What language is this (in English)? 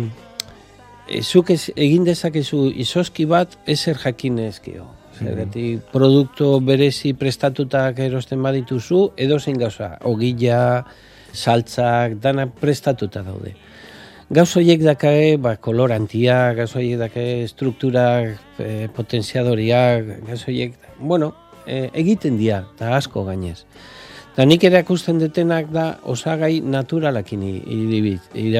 Basque